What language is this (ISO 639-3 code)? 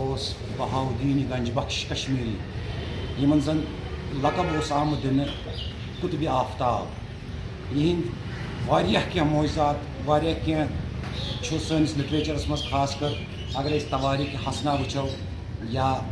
kas